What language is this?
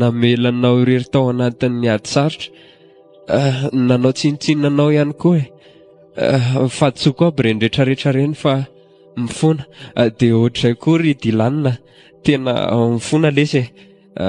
Malagasy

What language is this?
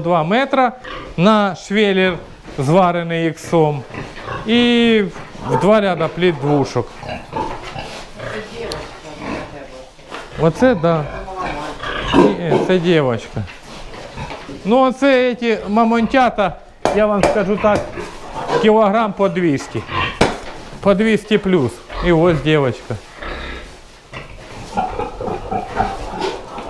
Ukrainian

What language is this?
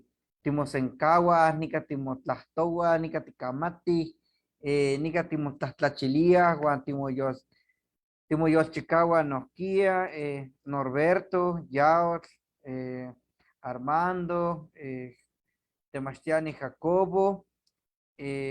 Eastern Huasteca Nahuatl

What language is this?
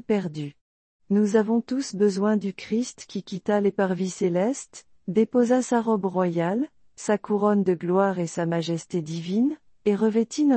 French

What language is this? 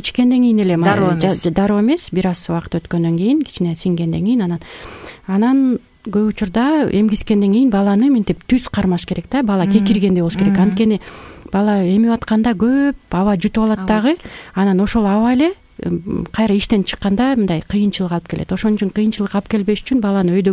Kyrgyz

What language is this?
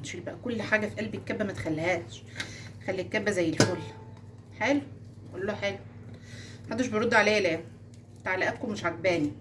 Egyptian Arabic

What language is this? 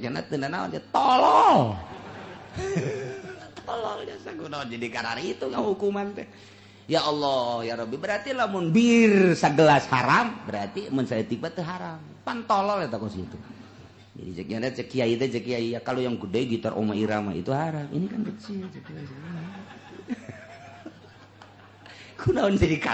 Sundanese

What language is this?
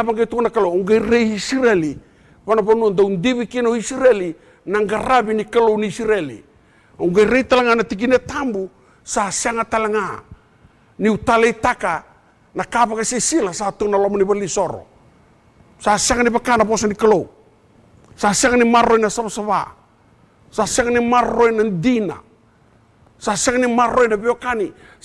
Fijian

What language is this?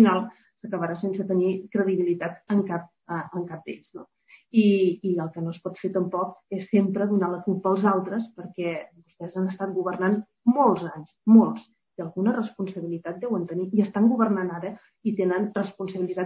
Catalan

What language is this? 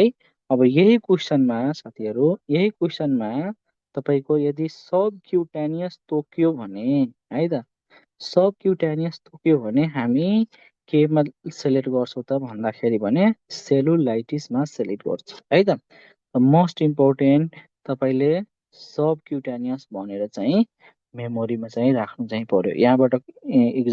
Nepali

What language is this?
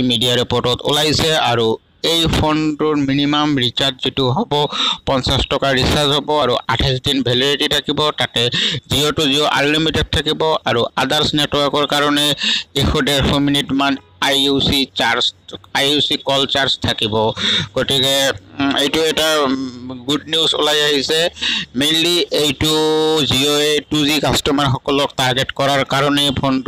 Assamese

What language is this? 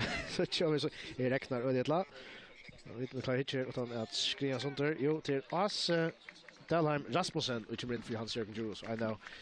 Faroese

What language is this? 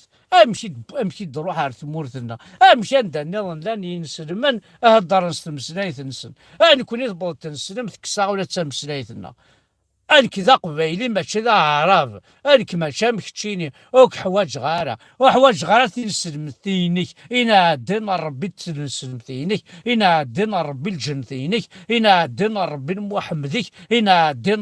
Kabyle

